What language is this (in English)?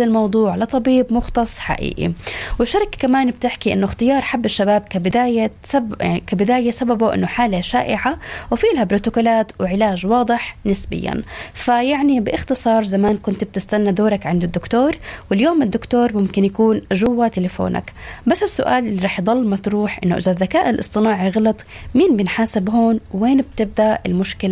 North Levantine Arabic